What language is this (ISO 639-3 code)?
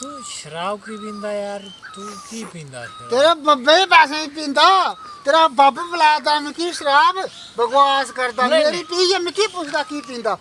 doi